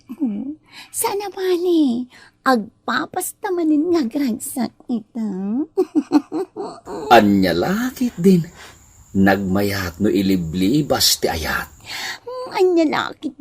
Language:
Iloko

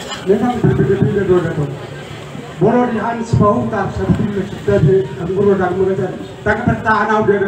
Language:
Batak Toba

